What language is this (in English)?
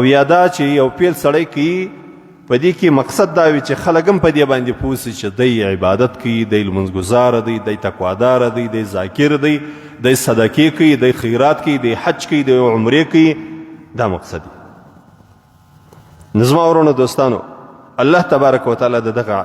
Pashto